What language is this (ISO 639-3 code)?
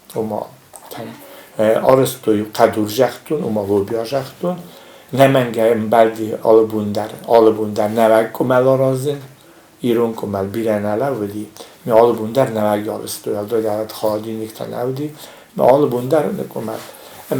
oss